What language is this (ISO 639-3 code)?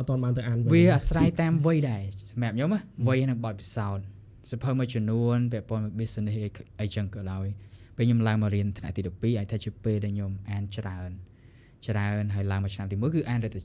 khm